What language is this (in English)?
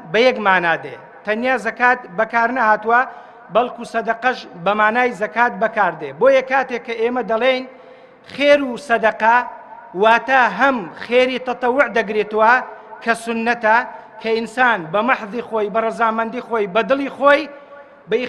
Central Kurdish